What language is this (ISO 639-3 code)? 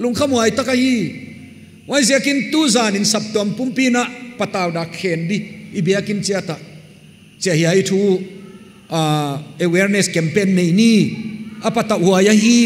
pck